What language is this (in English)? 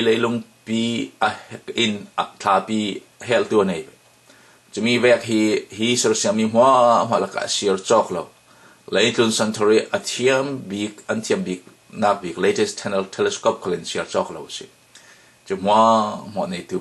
Falam Chin